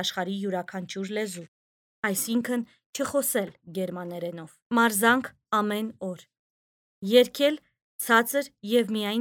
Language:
Armenian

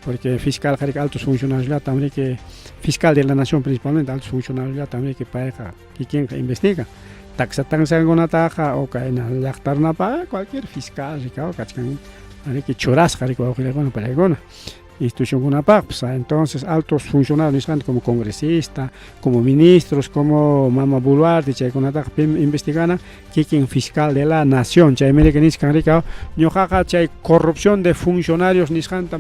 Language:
Ayacucho Quechua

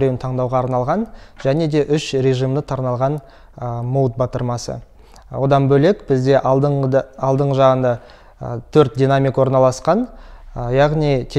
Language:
Kazakh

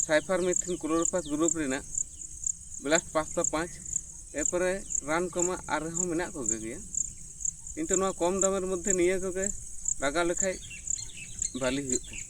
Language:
Santali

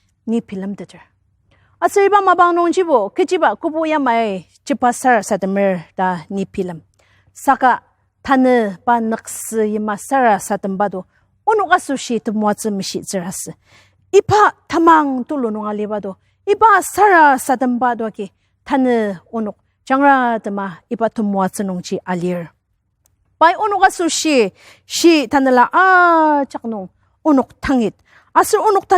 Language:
Ao Naga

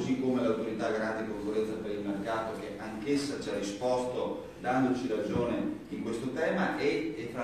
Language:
Italian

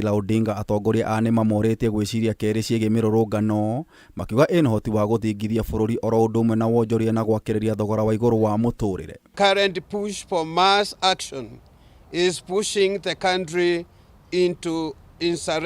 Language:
Kikuyu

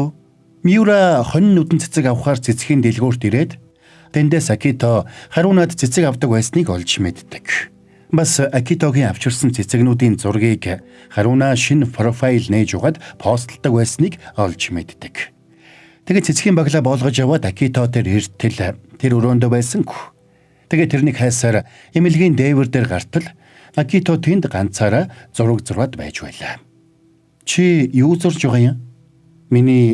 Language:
Mongolian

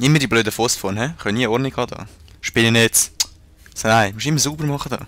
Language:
Swiss German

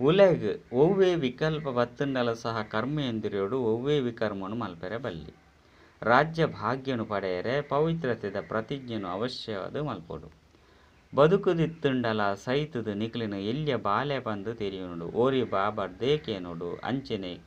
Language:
Tulu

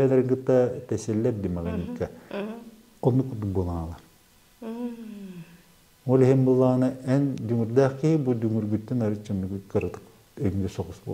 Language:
Yakut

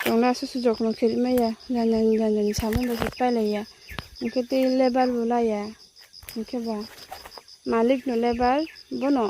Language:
Kok Borok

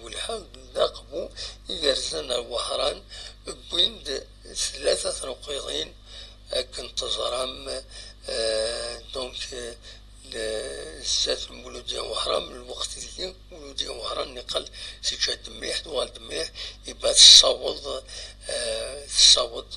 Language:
Kabyle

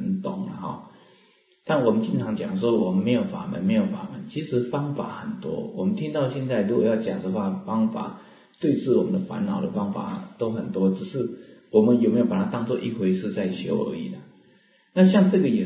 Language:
Chinese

